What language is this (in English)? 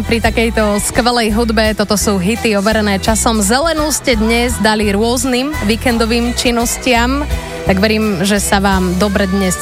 Slovak